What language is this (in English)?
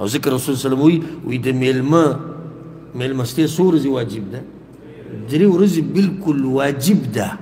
Pashto